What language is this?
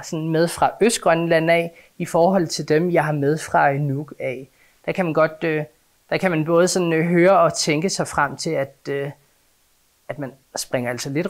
Danish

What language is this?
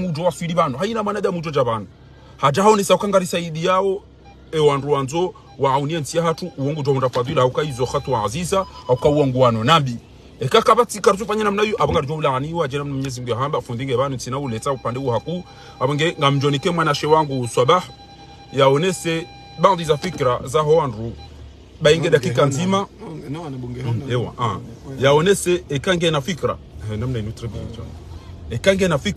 Ngazidja Comorian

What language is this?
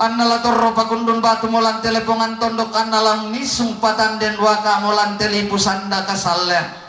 Toraja-Sa'dan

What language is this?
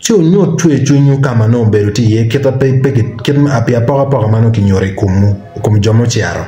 Acoli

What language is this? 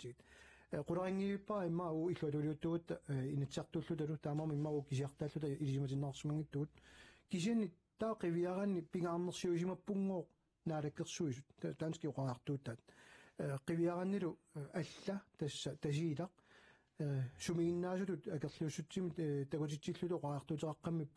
Kalaallisut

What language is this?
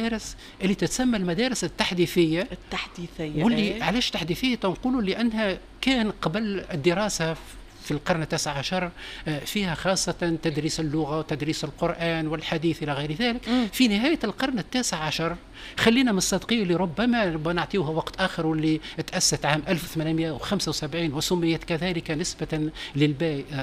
Tunisian Arabic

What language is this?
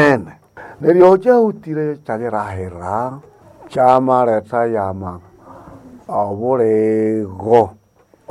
Nande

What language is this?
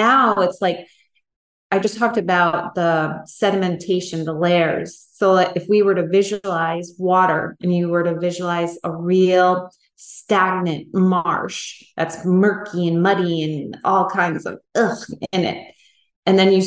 English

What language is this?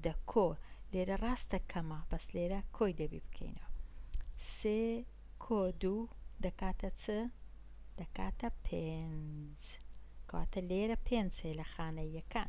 Central Kurdish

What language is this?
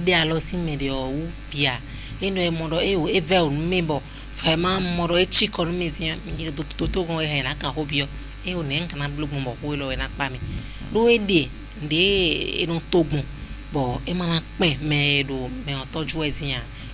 Fon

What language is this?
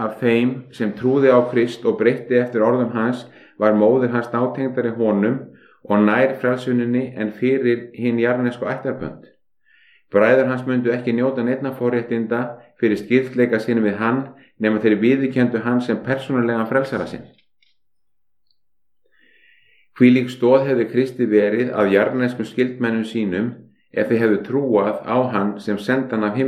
Icelandic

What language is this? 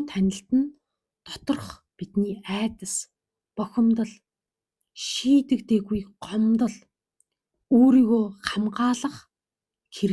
Mongolian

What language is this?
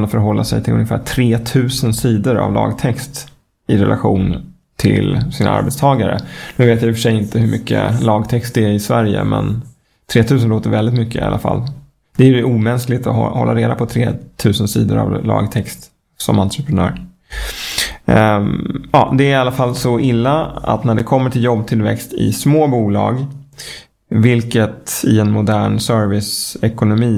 Swedish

